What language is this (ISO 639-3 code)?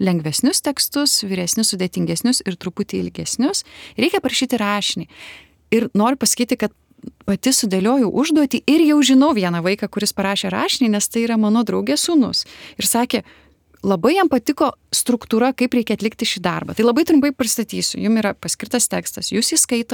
lit